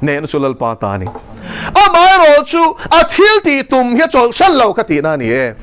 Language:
Mizo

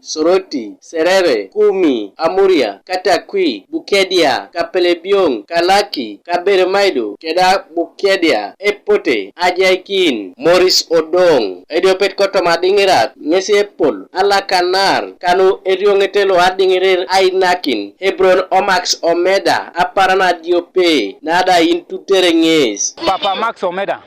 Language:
Teso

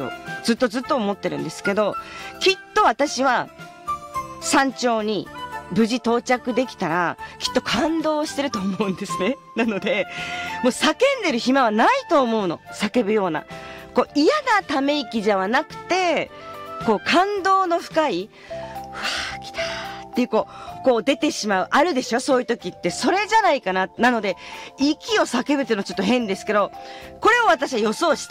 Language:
Japanese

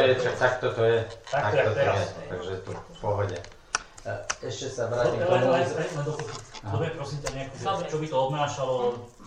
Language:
Slovak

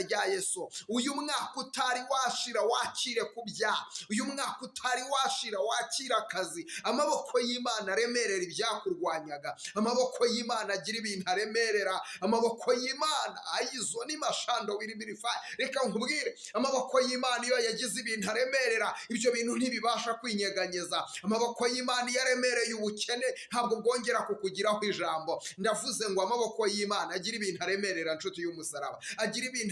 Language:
Kinyarwanda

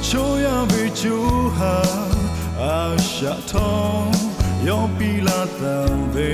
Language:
Lahu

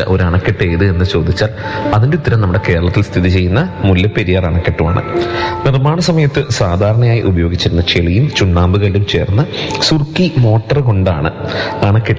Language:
Malayalam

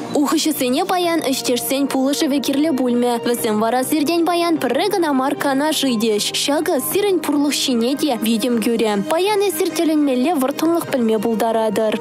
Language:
Chuvash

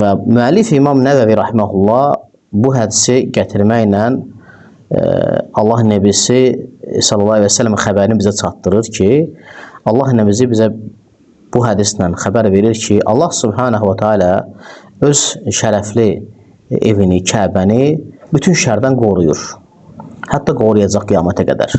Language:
Azerbaijani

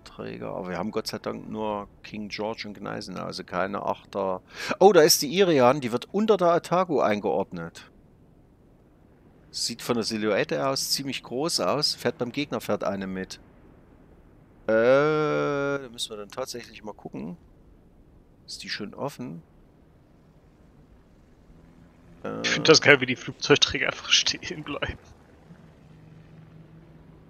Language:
German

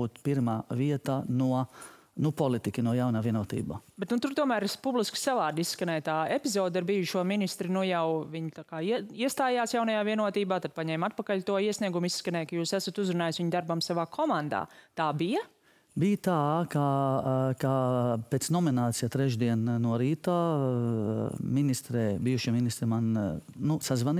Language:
Latvian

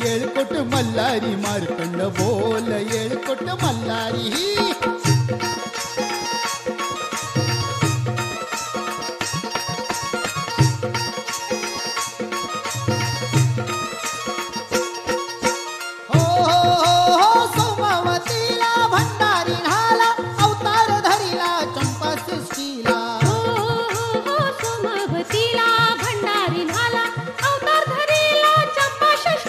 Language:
Marathi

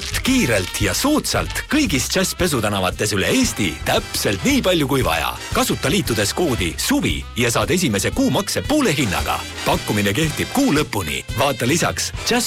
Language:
Estonian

